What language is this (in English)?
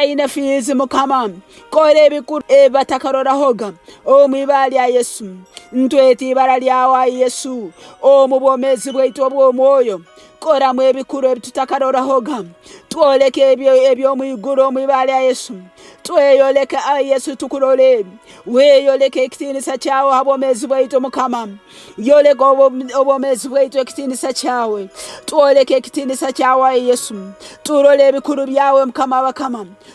Nyoro